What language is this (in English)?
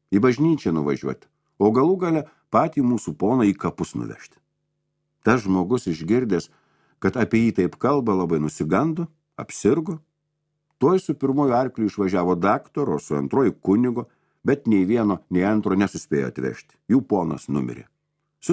Lithuanian